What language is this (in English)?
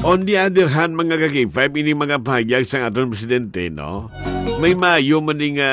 Hiligaynon